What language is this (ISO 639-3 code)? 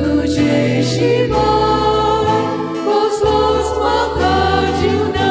kok